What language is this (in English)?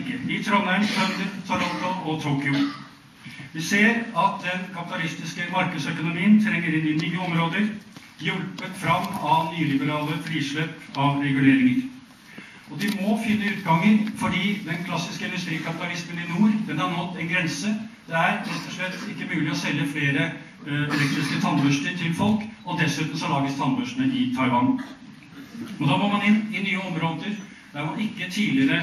Norwegian